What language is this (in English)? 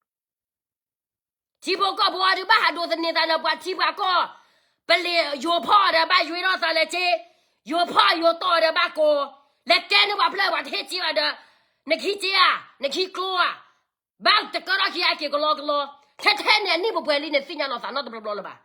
S'gaw Karen